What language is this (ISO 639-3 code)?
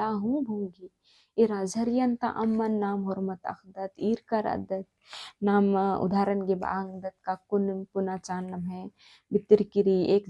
kru